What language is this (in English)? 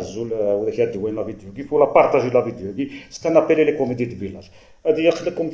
Kabyle